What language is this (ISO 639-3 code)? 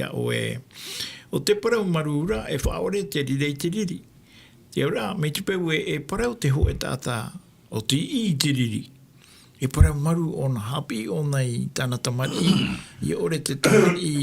tah